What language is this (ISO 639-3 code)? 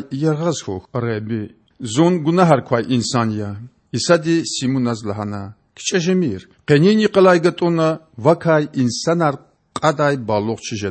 lez